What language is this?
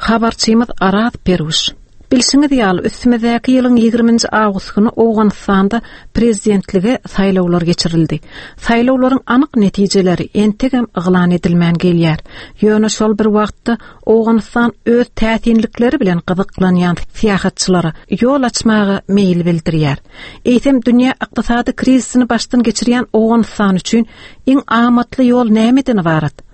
Turkmen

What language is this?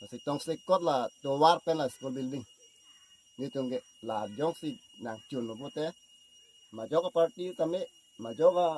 Karbi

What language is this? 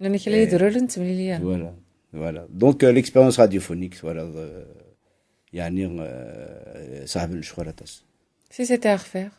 Kabyle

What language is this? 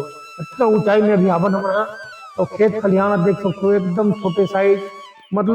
Chhattisgarhi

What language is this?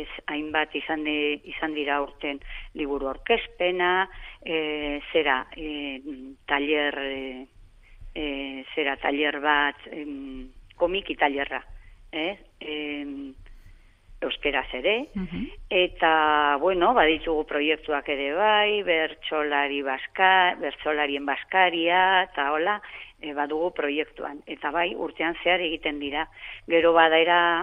Basque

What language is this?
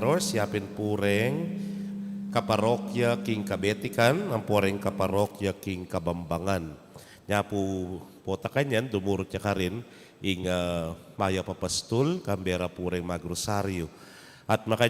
Pampanga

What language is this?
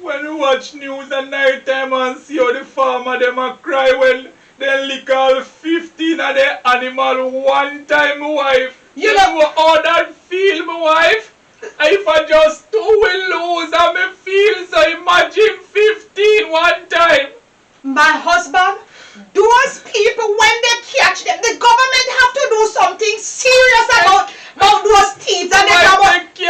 Jamaican Creole English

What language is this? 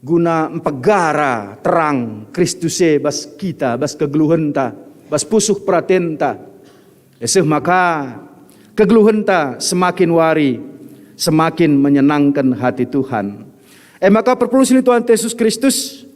Batak Karo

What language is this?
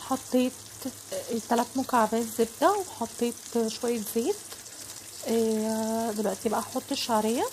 Egyptian Arabic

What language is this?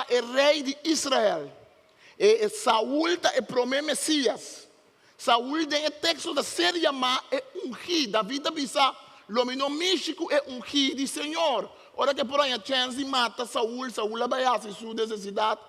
Papiamento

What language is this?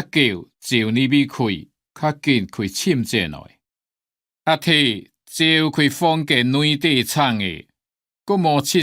Hakka Chinese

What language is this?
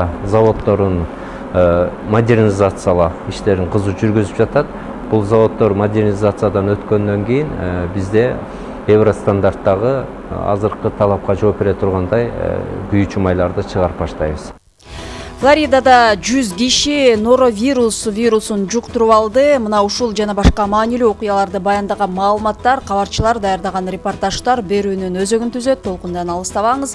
Kyrgyz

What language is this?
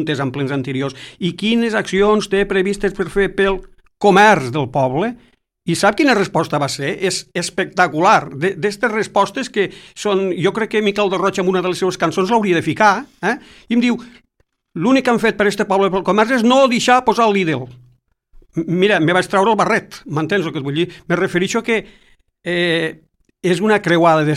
Catalan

